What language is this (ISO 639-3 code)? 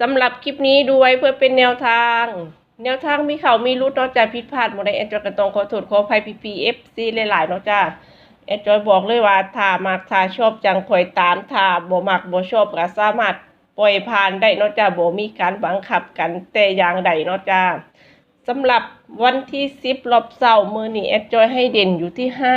tts